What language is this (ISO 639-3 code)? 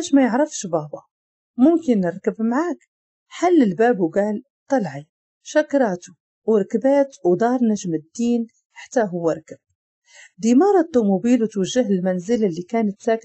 ary